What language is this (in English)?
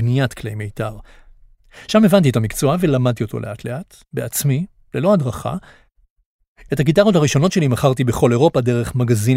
Hebrew